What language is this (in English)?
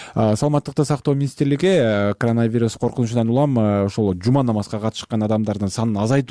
Kyrgyz